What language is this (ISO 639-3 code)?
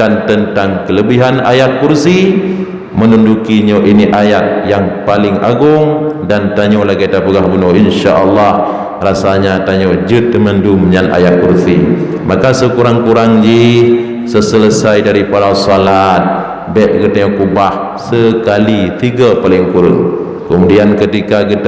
ace